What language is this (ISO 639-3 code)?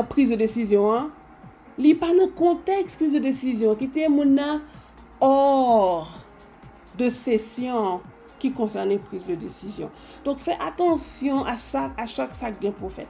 hat